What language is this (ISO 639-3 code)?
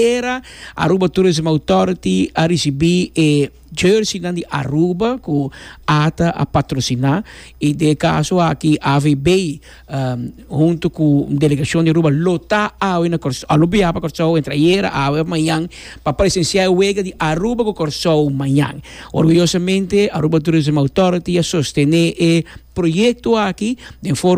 pap